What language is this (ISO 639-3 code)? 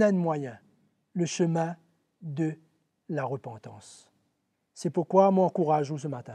mfe